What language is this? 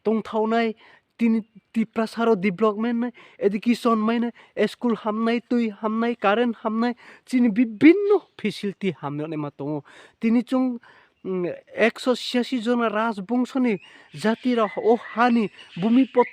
Riang (India)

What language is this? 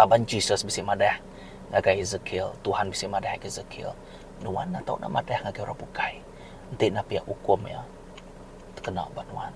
Iban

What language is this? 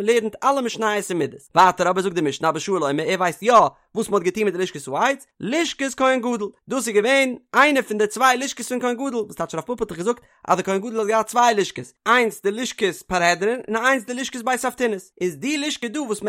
Yiddish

